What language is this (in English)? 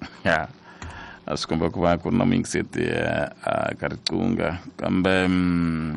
Tsonga